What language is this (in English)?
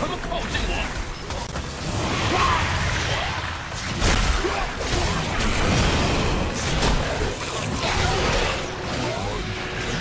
Chinese